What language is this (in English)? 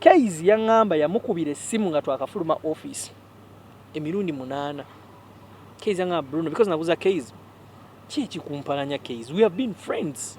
Ganda